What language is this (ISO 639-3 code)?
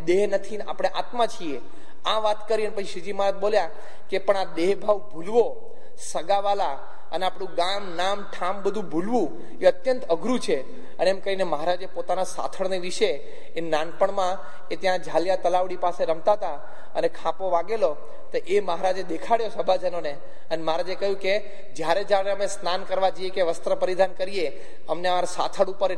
guj